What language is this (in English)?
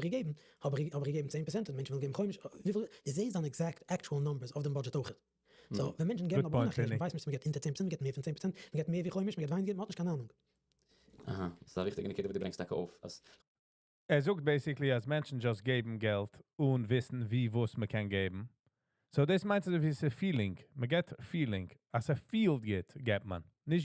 Yiddish